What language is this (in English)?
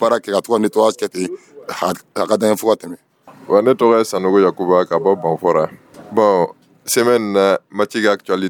Dyula